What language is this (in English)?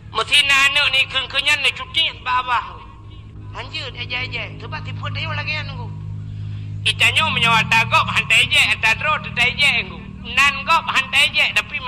Achinese